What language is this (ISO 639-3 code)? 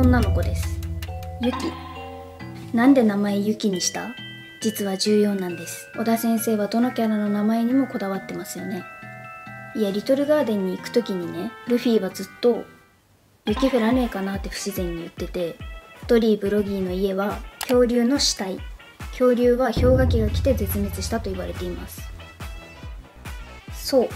jpn